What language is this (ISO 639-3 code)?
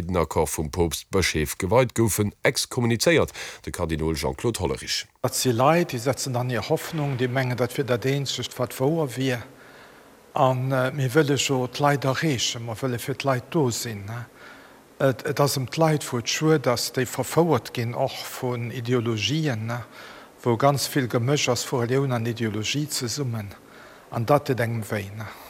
ltz